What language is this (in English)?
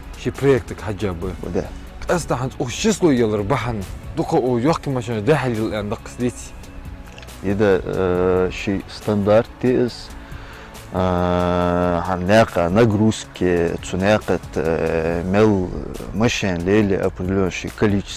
Ingush